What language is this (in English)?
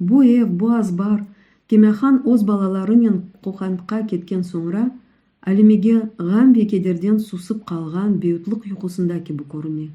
Crimean Tatar